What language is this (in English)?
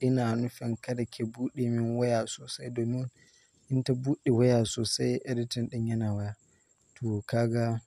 Hausa